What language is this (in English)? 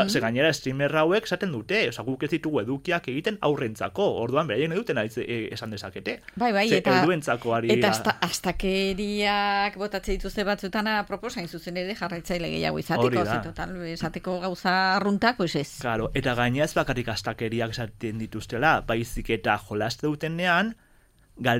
Basque